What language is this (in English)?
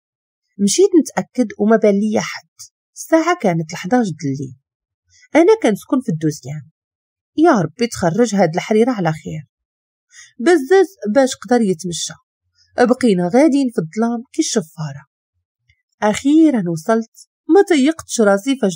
Moroccan Arabic